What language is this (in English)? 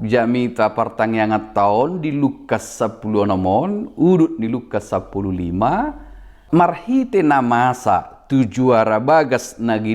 Batak Toba